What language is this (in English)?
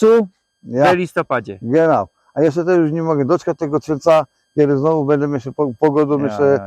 Silesian